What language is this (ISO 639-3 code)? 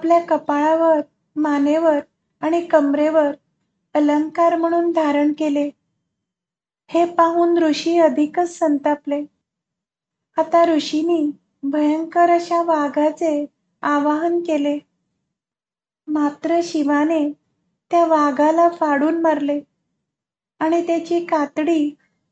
mar